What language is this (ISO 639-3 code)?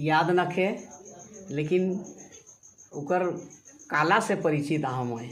sck